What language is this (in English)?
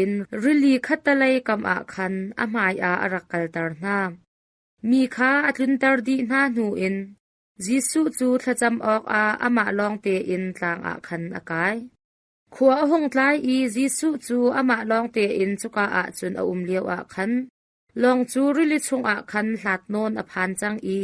Hakha Chin